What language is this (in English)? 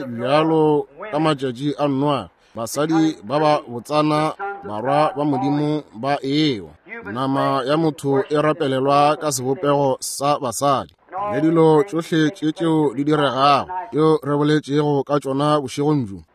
Northern Sotho